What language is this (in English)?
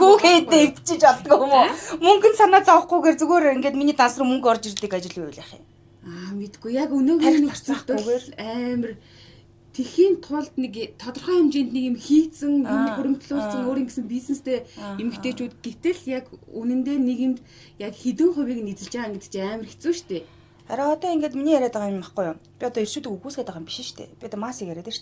Mongolian